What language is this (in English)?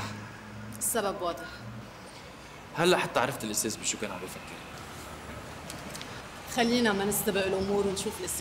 North Levantine Arabic